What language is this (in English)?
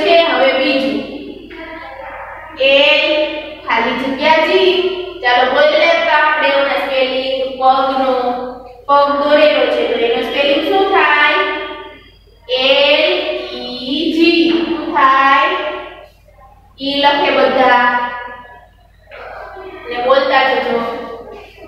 Gujarati